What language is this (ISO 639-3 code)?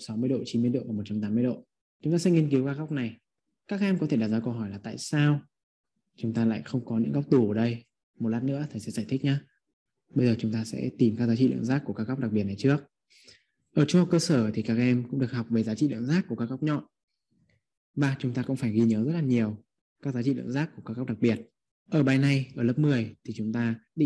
vie